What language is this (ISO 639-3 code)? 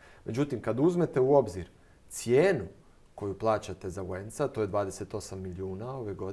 hrv